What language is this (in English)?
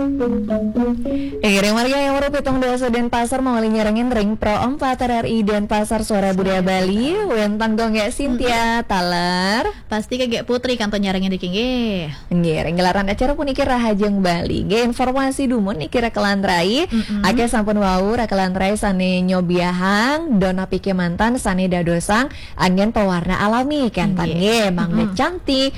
Balinese